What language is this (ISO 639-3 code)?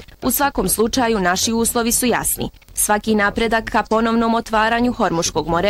bos